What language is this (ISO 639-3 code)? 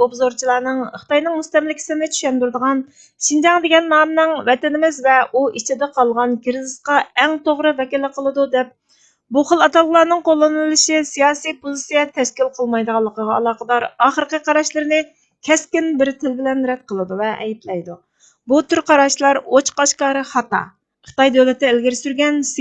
uig